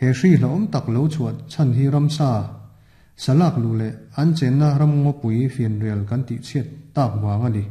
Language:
Mizo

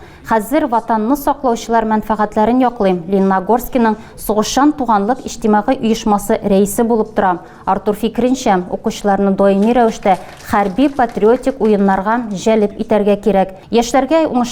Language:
Tatar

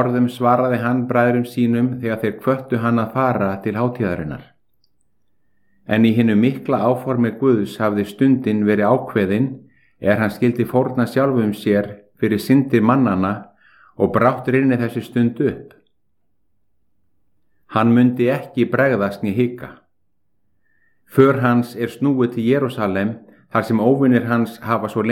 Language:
Icelandic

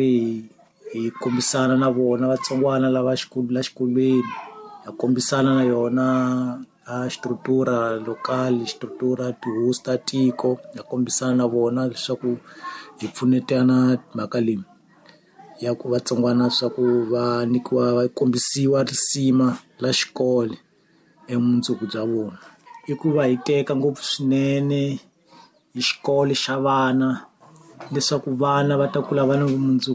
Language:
Tsonga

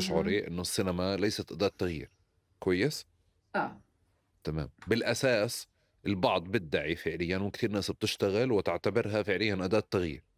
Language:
North Levantine Arabic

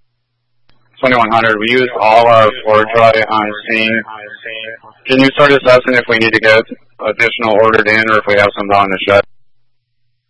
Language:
English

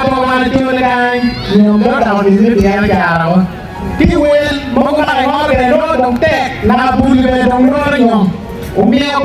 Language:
Acoli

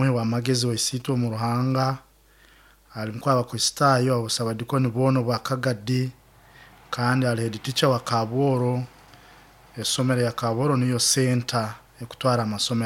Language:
Nyoro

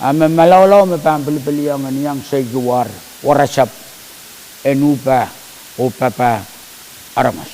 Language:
Pohnpeian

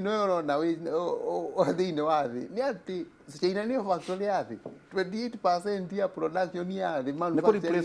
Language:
Kikuyu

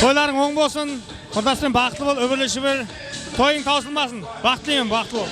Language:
Kara-Kalpak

